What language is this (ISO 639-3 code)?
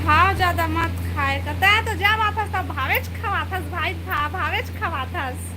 hne